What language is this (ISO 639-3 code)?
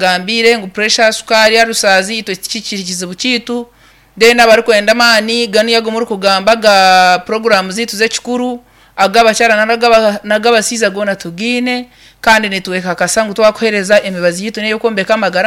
nyn